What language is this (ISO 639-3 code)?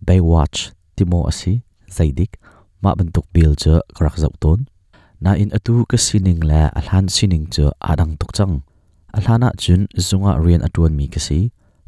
cnh